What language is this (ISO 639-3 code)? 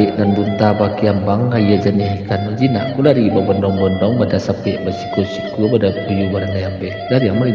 min